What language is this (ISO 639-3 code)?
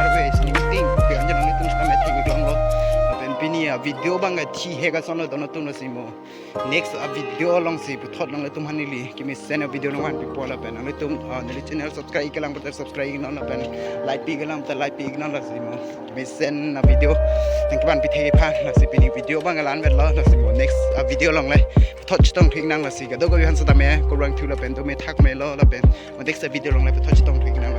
mjw